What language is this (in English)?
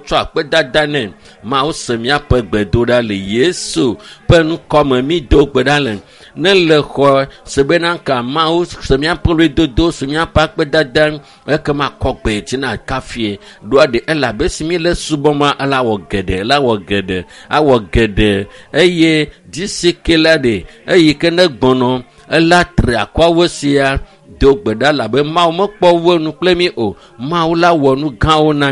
Ewe